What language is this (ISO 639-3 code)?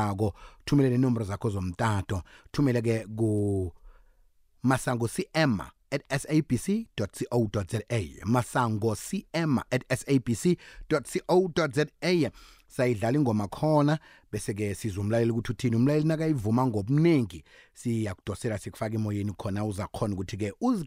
nbl